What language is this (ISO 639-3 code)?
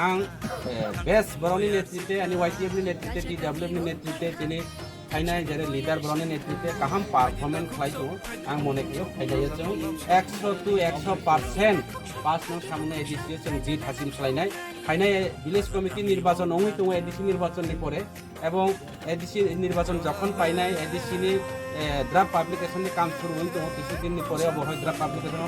trp